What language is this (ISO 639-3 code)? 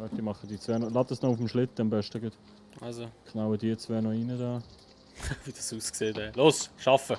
gsw